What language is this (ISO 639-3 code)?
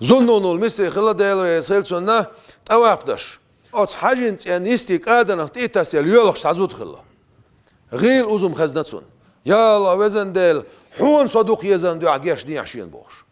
che